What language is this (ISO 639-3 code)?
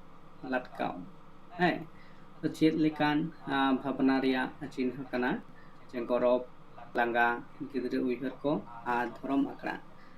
sat